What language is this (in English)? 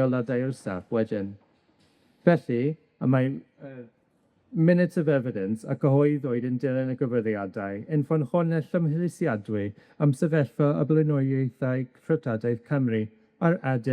Welsh